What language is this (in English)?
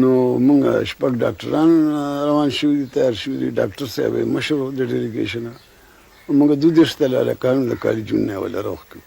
Pashto